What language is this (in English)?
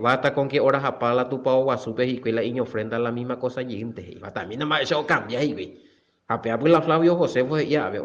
Guarani